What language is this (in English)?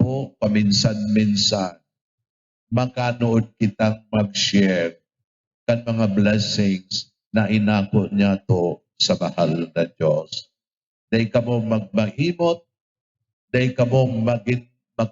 Bikol